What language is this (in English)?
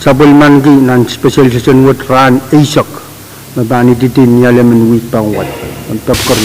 Pohnpeian